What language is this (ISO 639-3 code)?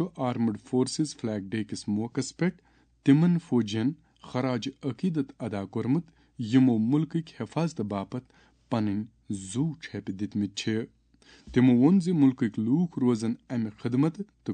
kas